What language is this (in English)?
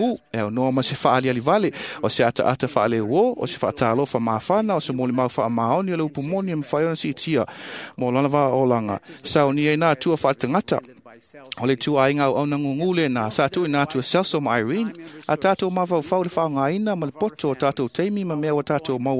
Samoan